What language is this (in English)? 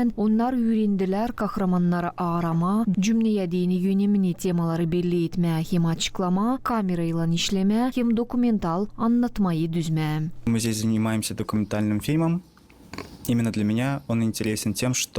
Gagauz